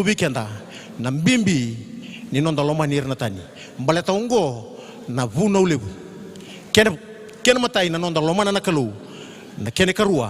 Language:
Fijian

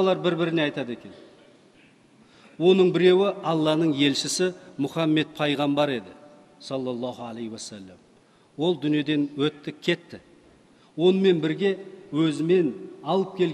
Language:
Kazakh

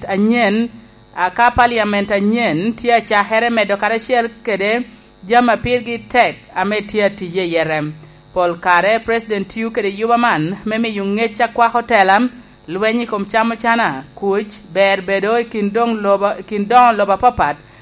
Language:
Lango (Uganda)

